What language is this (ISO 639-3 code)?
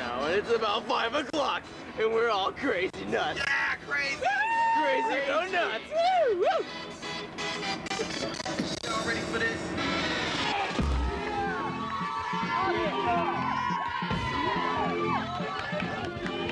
eng